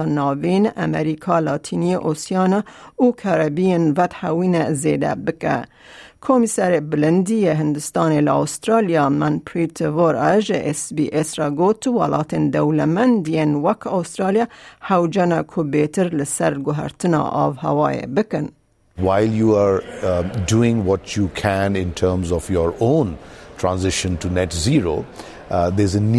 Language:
Kurdish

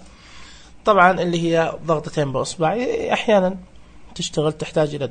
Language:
Najdi Arabic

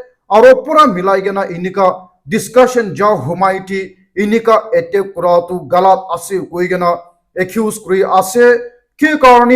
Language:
Naga Pidgin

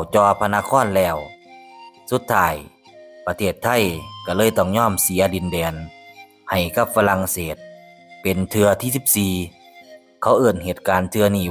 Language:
Lao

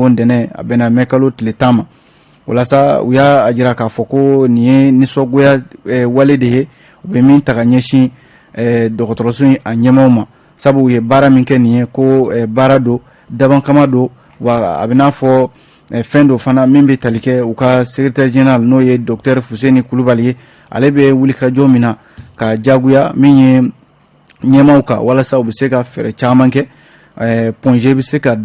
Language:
Bambara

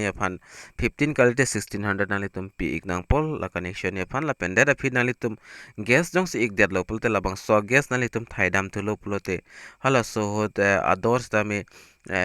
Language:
Karbi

